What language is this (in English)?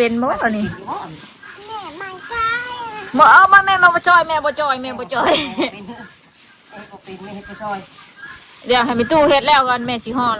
Northeastern Thai